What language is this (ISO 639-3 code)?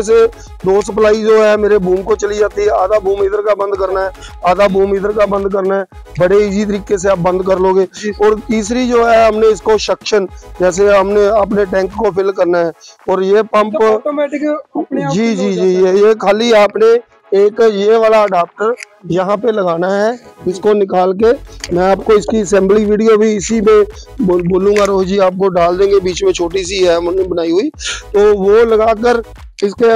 hin